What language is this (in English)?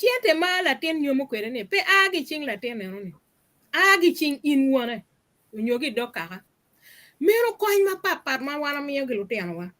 Acoli